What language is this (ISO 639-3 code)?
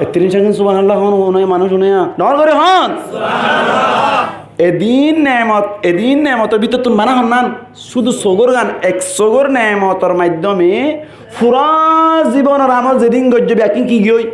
rhg